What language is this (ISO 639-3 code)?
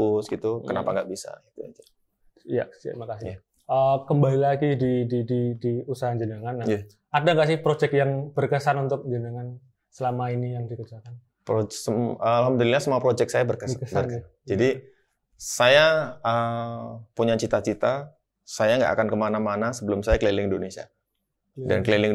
ind